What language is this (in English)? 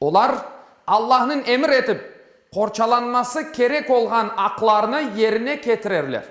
Crimean Tatar